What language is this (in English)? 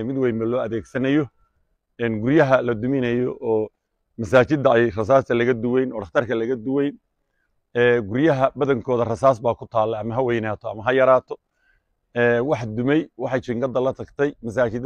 Somali